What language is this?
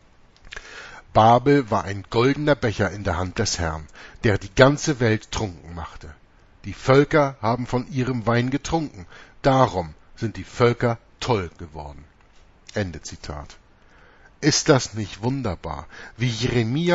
German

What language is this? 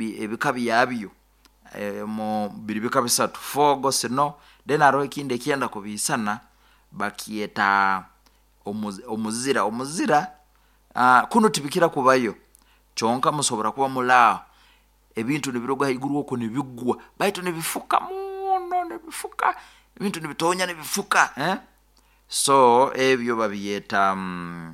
Nyoro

